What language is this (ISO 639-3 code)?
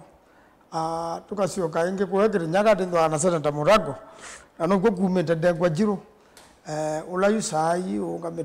kam